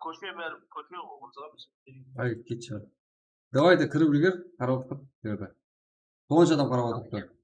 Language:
Kara-Kalpak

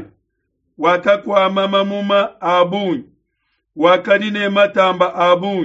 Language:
Luba-Lulua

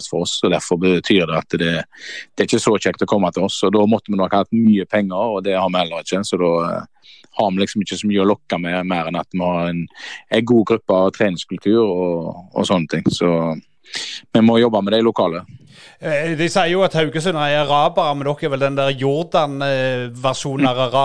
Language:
Norwegian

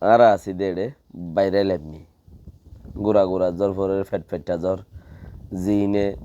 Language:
Rohingya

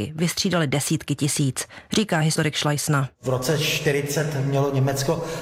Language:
Czech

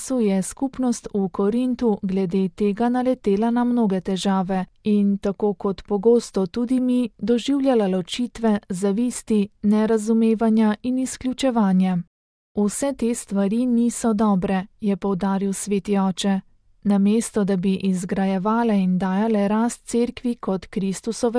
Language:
Slovenian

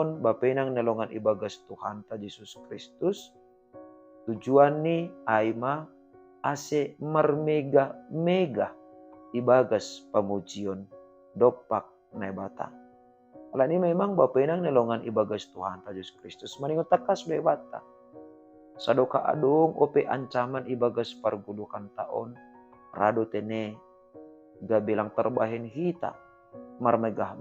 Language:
Batak Simalungun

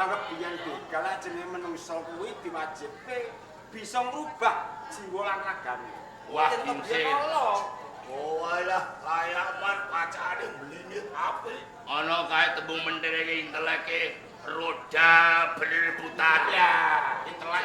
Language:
Javanese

